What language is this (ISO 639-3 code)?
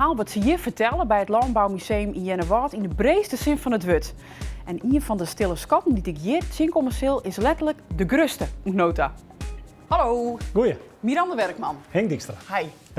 fry